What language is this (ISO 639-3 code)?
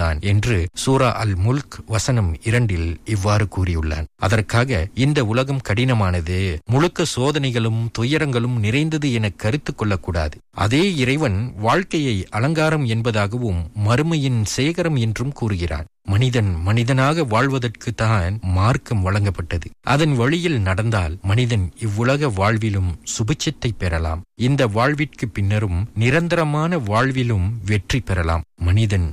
tam